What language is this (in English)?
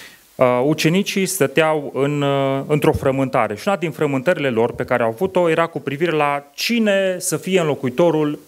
Romanian